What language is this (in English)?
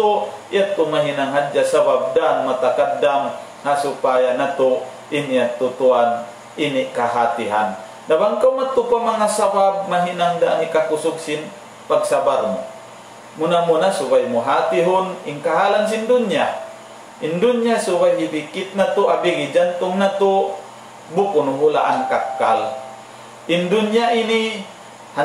Tausug